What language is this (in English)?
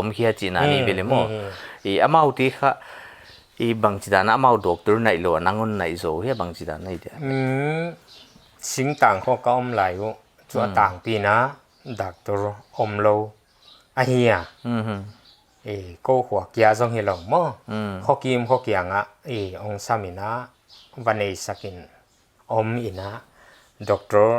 Paite Chin